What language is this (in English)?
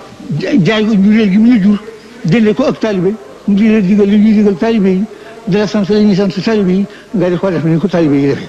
Wolof